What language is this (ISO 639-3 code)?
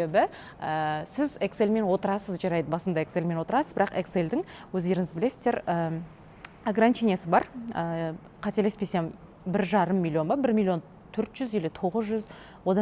kaz